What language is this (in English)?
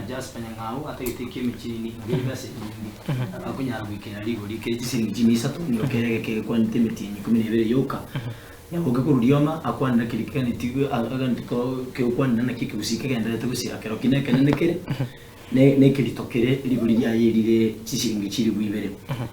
Gusii